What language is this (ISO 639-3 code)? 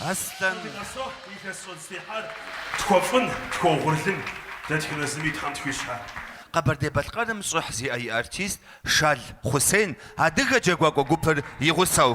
kbd